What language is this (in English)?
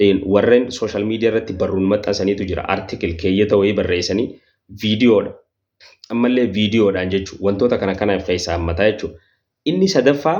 Oromo